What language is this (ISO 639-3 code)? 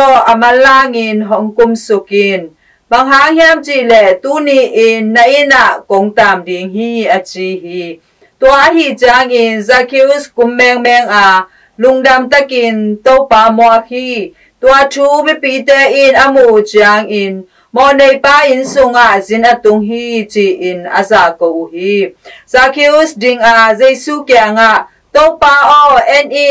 ctd